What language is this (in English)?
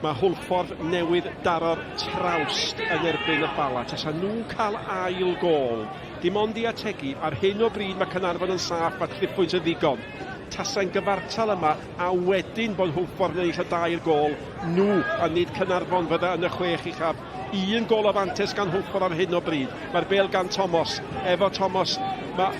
Welsh